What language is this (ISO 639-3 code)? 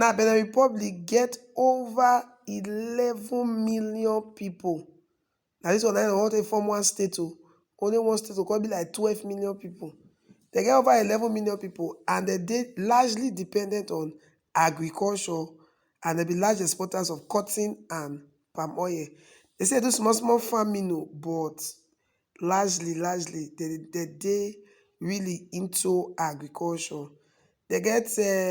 pcm